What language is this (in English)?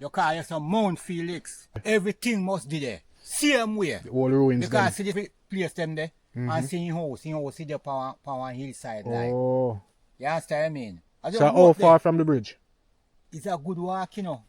Jamaican Creole English